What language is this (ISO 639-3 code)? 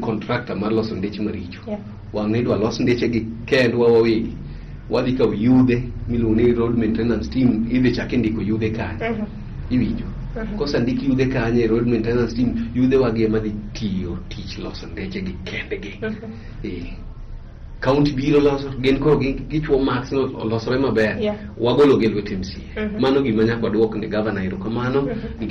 luo